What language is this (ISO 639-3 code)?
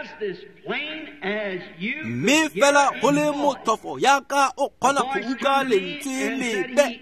tsn